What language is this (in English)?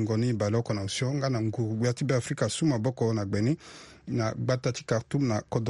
Sango